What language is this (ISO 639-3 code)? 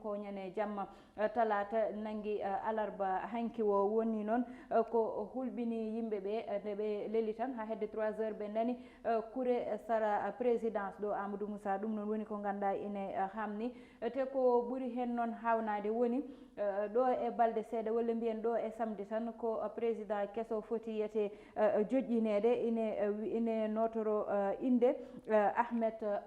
ful